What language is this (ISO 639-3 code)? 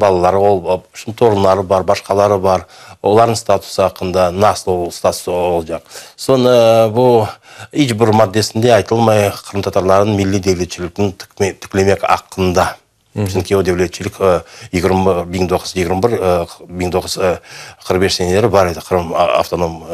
crh